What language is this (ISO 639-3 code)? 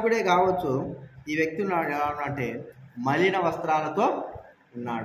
tel